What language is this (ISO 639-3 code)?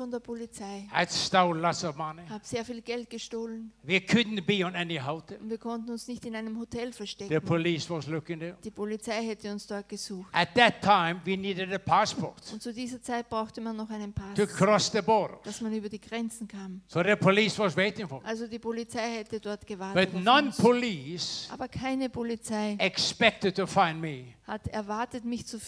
deu